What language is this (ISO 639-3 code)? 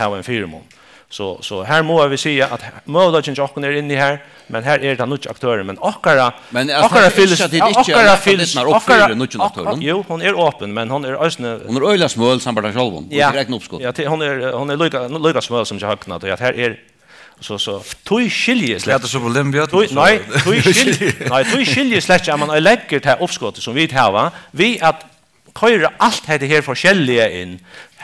fao